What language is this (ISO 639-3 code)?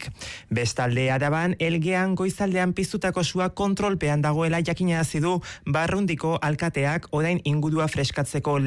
eus